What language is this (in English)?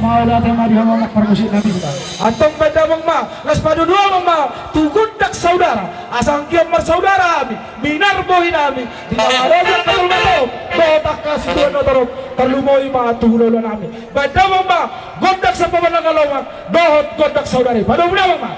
Batak Toba